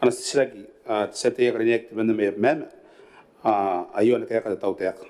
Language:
Gilbertese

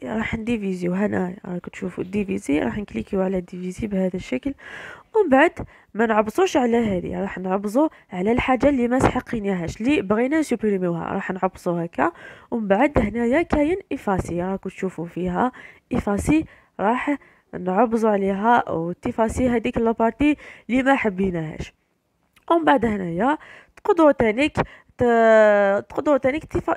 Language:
Algerian Arabic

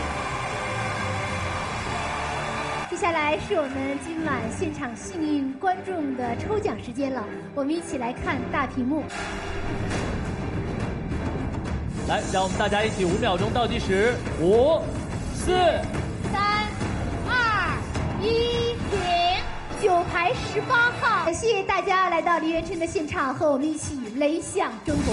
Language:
Chinese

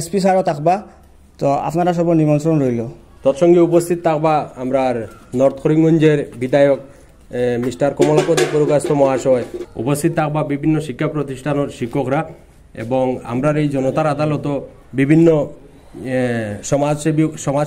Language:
Sylheti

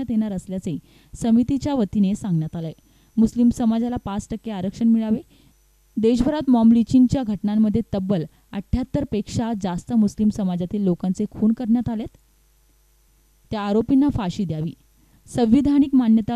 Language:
Marathi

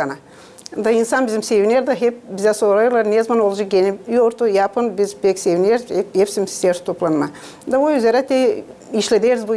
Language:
Gagauz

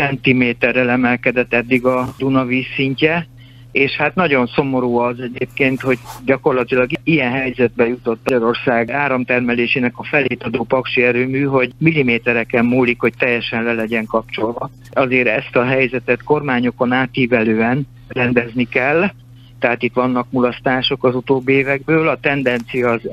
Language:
Hungarian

